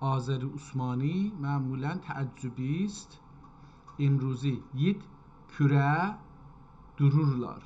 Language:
South Azerbaijani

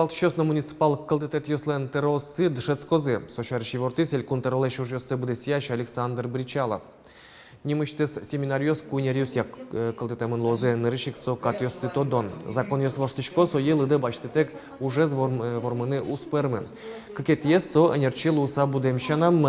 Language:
Udmurt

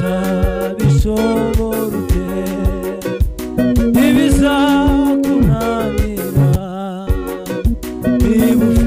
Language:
Kinyarwanda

